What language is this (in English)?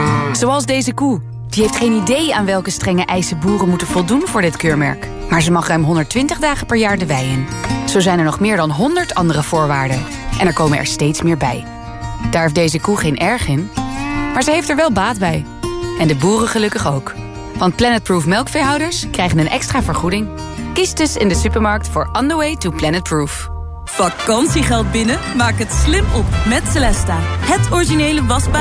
Dutch